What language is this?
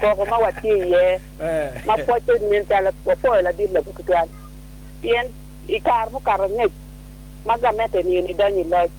Acoli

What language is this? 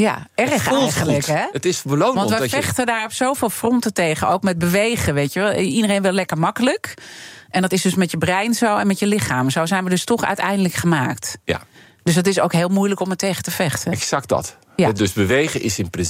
Dutch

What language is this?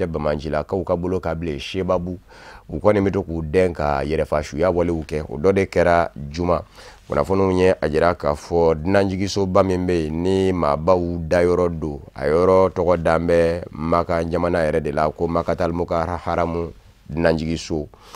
Bambara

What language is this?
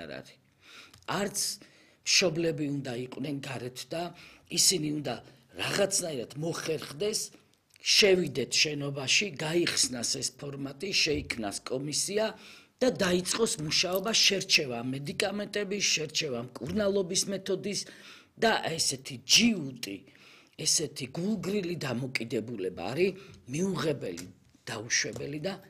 Georgian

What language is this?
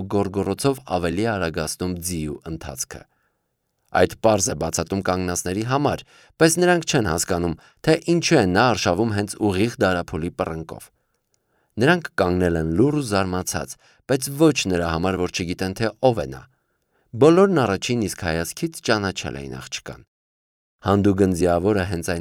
Armenian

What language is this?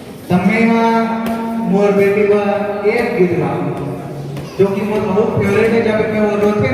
Chhattisgarhi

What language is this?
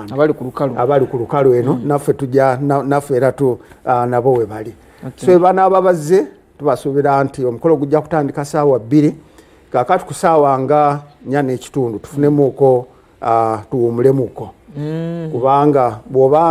Ganda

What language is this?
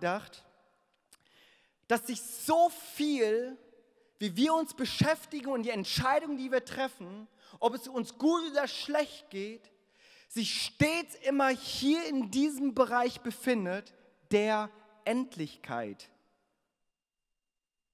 German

